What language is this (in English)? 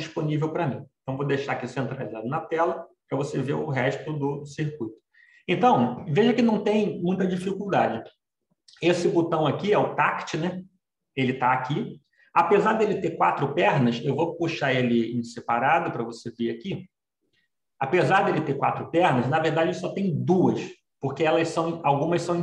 Portuguese